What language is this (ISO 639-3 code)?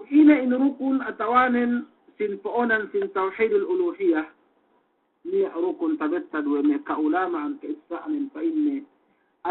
yka